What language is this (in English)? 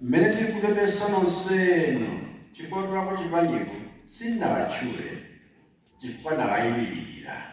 Nyanja